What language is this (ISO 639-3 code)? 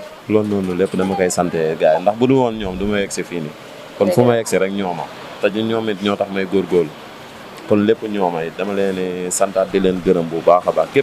wol